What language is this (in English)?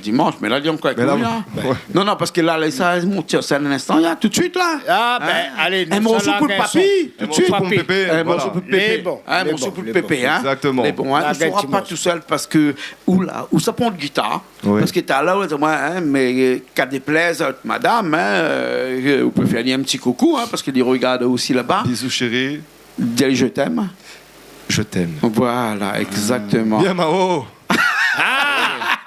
Réunion Creole French